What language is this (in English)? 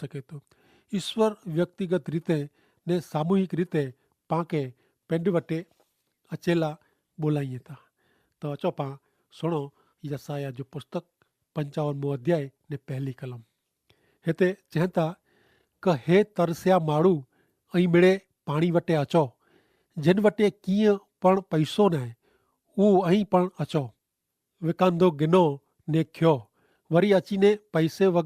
Kachhi